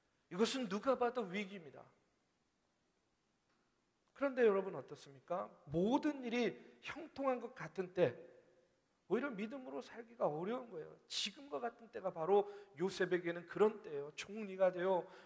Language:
Korean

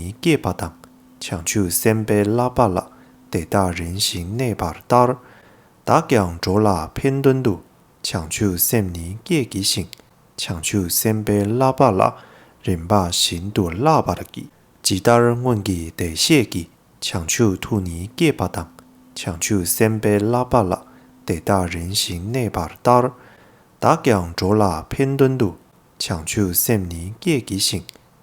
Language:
Tibetan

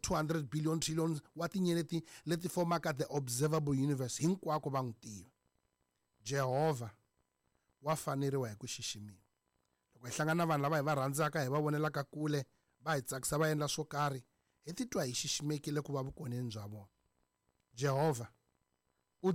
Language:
Tsonga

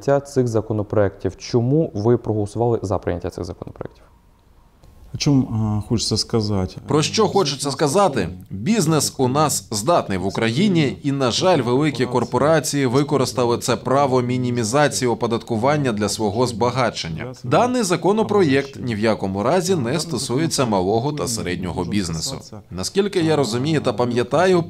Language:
Ukrainian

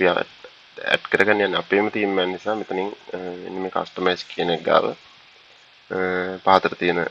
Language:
Sinhala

